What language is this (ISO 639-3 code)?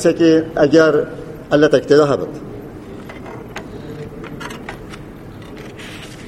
ara